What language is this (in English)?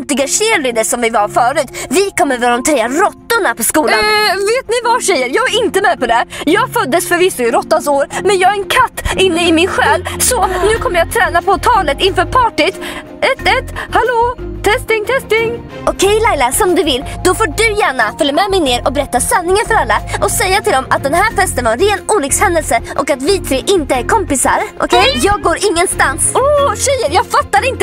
Swedish